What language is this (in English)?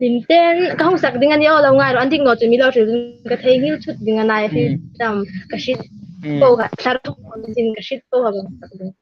Hmar